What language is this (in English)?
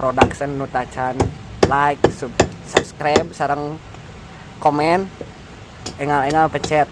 Sundanese